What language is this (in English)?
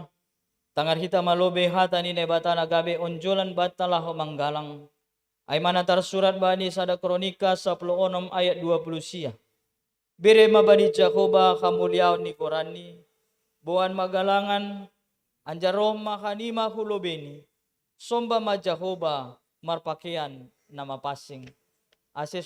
Batak Simalungun